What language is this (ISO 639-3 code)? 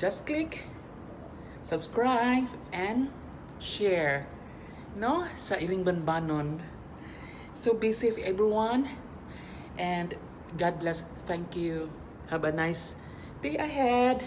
ceb